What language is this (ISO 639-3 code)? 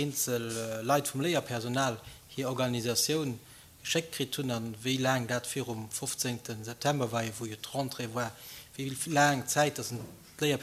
ltz